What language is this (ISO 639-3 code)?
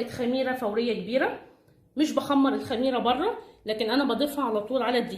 arz